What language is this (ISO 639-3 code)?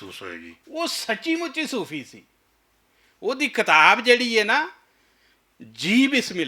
lah